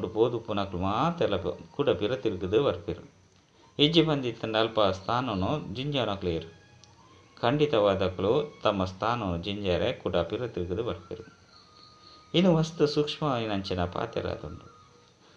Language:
Tulu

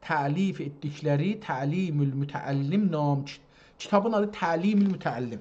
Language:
South Azerbaijani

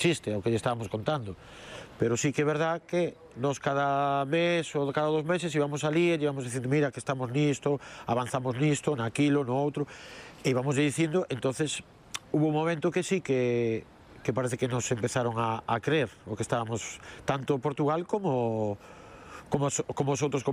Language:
Galician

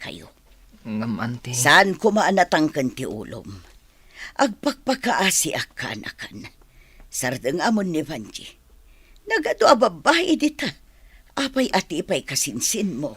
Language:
Iloko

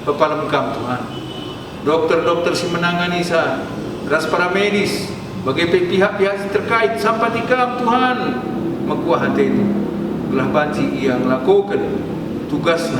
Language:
Batak Karo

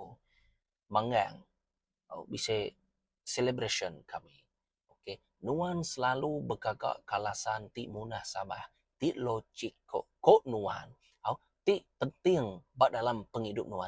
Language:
Iban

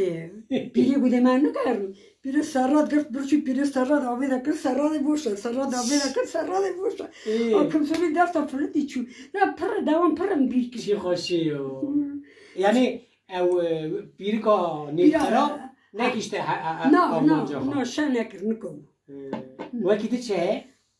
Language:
Kurdish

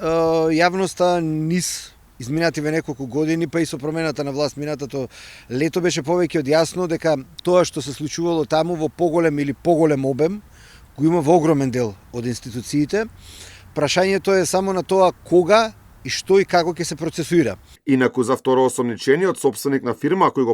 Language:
Macedonian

